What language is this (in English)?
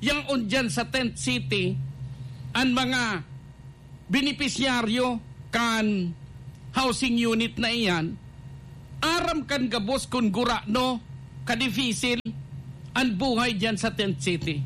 Bikol